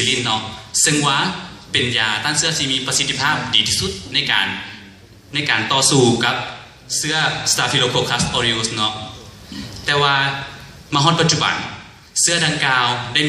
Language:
Lao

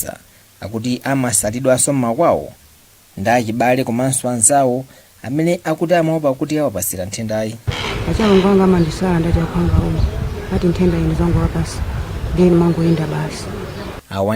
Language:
Nyanja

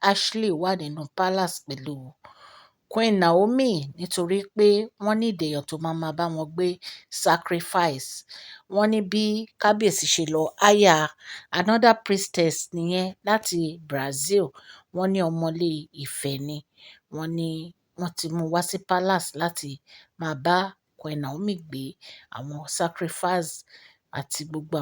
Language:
Yoruba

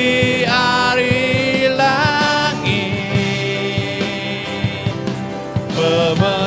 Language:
Iban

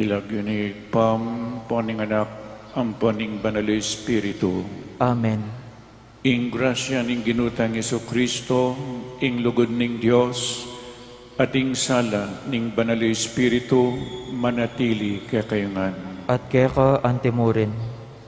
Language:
Pampanga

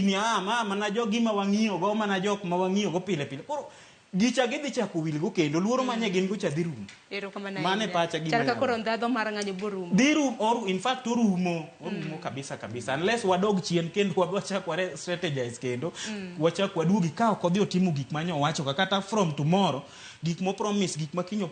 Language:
Luo (Kenya and Tanzania)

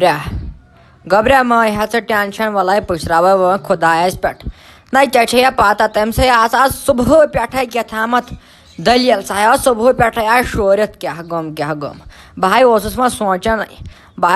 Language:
Kashmiri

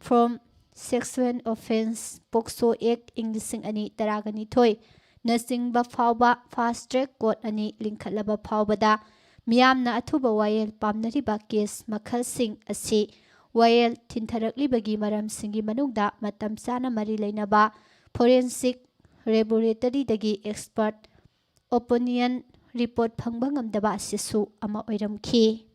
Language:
Manipuri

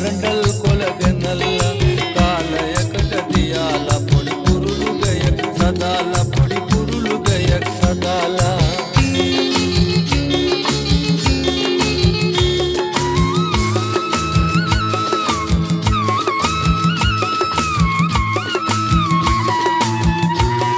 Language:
Kannada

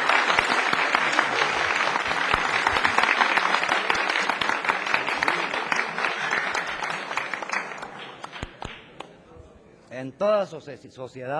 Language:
Spanish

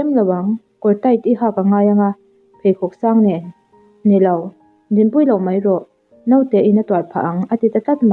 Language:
Mizo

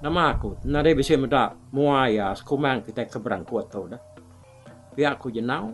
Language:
Iban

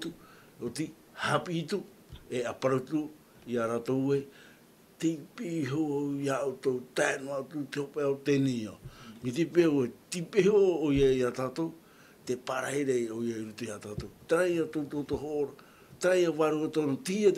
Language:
Tahitian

